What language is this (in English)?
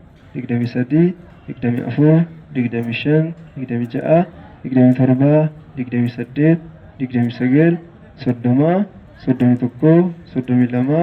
Oromo